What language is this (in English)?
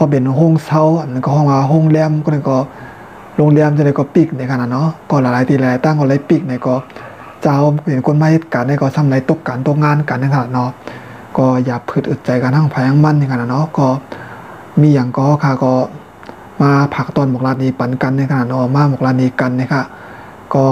Shan